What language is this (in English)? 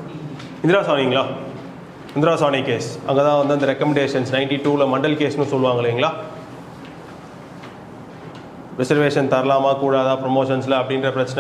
Tamil